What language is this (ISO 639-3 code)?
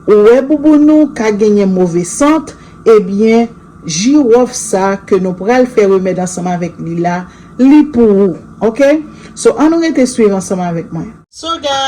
hat